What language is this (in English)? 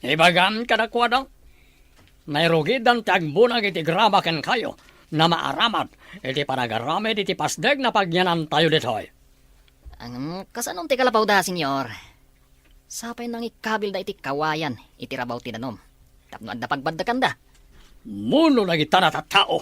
Iloko